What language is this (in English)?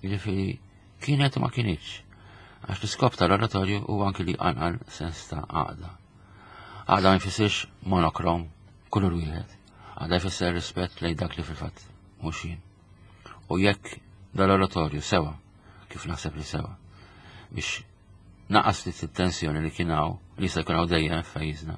Maltese